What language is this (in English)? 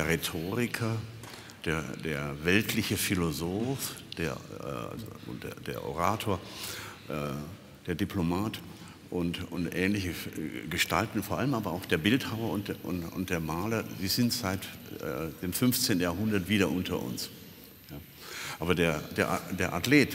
German